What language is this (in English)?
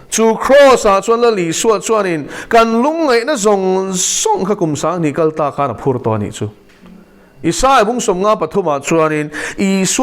Mizo